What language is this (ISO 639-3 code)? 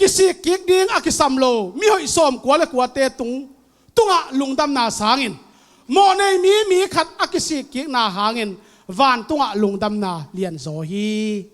ctd